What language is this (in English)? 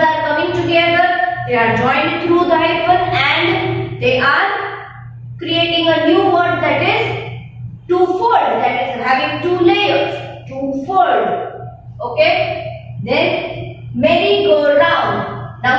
English